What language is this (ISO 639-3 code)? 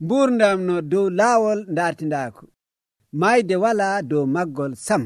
fuv